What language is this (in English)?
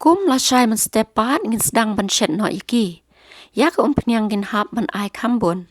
Khasi